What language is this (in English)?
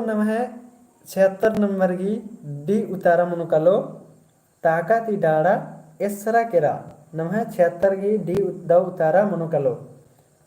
Kurukh